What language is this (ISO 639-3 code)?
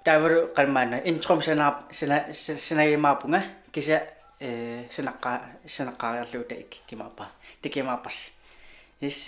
kal